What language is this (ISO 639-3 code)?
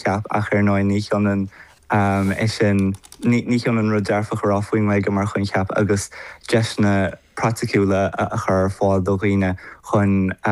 gle